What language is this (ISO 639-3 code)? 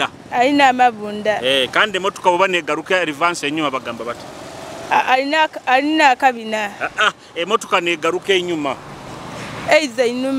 nyo